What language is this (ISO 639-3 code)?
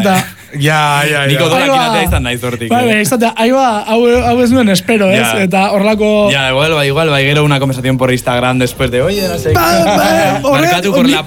eus